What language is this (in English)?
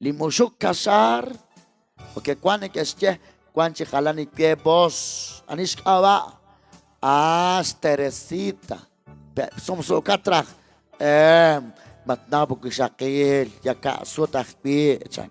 Kekchí